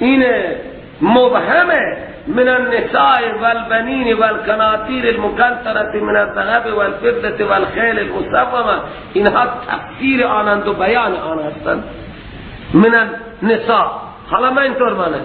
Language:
Persian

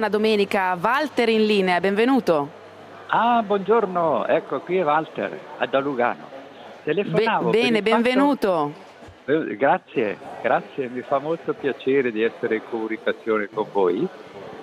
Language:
Italian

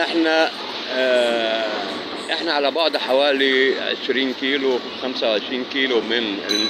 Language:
Egyptian Arabic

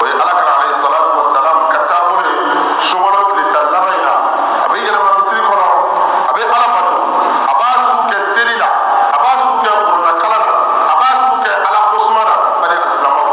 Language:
Bambara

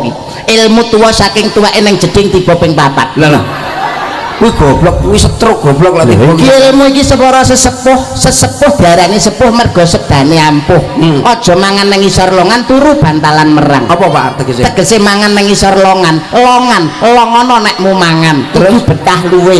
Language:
Javanese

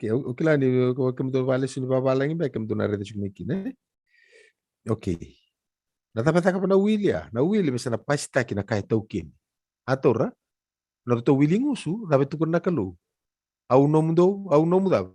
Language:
Fijian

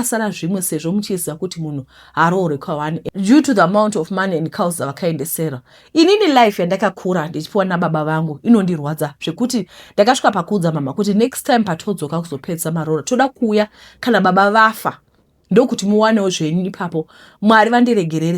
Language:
Shona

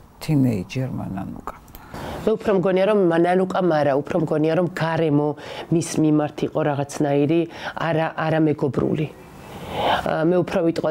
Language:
Georgian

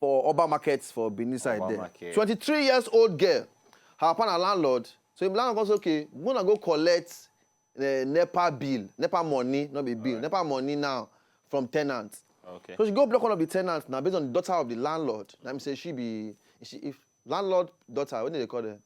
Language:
Nigerian Pidgin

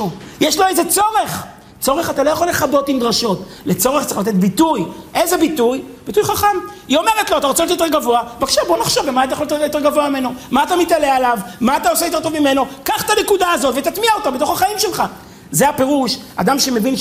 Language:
Hebrew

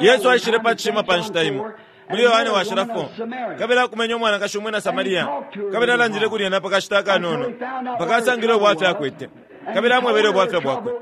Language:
Bemba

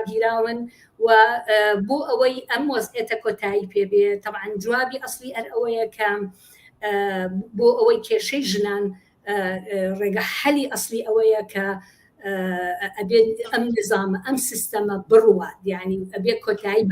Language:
Central Kurdish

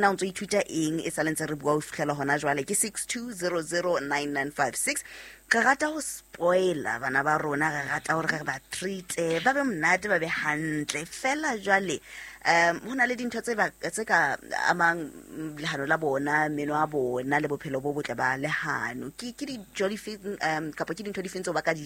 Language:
Southern Sotho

